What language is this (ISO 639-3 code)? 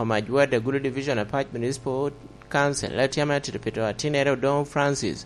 laj